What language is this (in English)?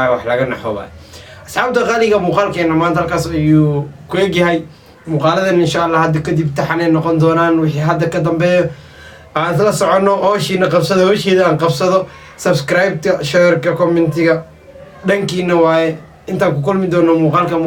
Somali